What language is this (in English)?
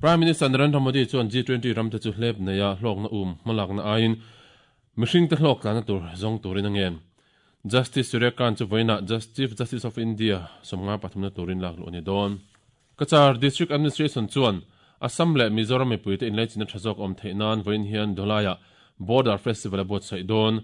Mizo